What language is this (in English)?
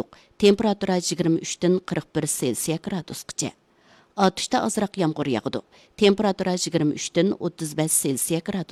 Uyghur